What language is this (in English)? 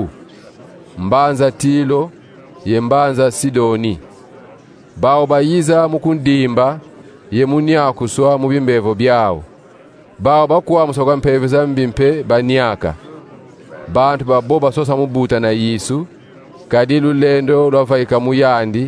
Kongo